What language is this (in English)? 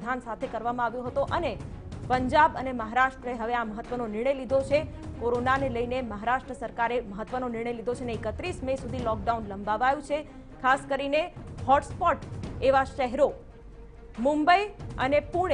Gujarati